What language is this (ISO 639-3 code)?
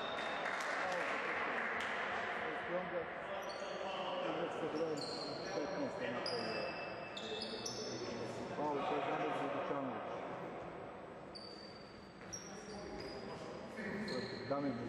srp